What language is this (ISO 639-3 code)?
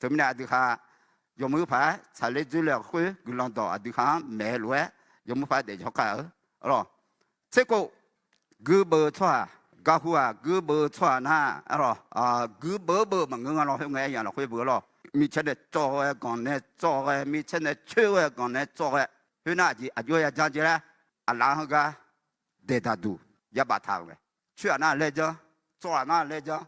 ahk